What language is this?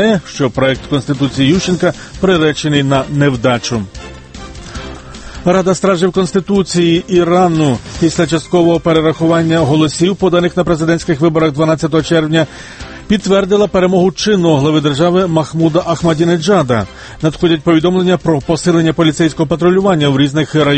Ukrainian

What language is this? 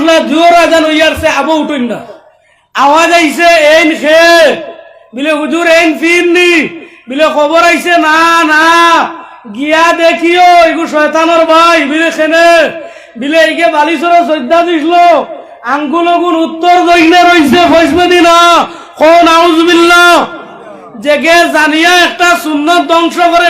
Sylheti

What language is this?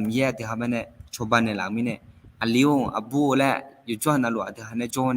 Akha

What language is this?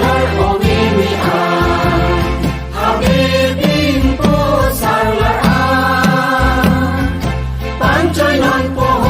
Karbi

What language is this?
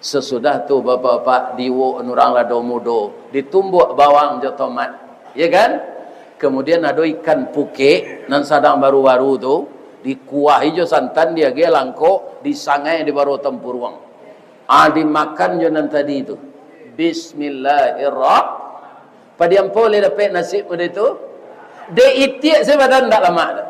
Minangkabau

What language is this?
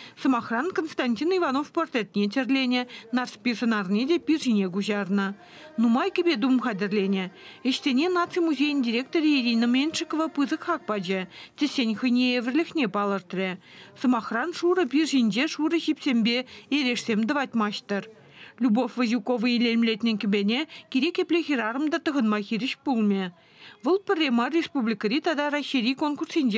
Chuvash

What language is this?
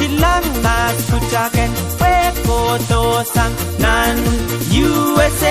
Pohnpeian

